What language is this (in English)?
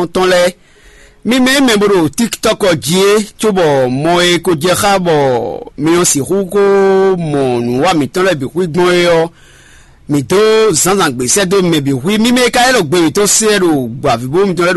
Fon